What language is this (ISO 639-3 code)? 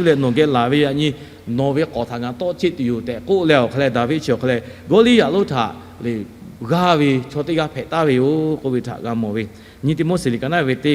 lhu